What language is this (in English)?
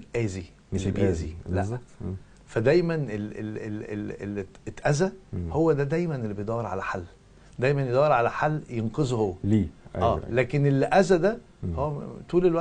Egyptian Arabic